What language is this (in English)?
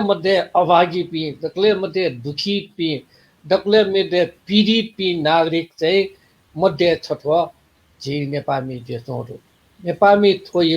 Newari